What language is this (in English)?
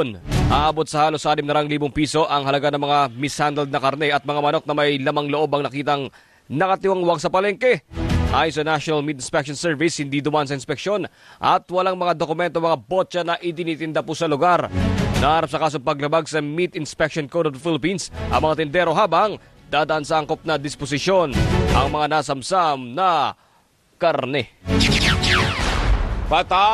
Filipino